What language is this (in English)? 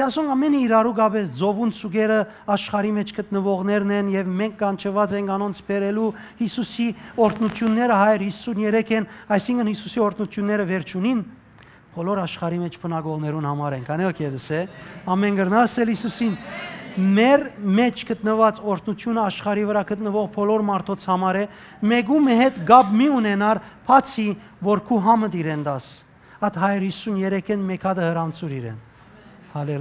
Western Armenian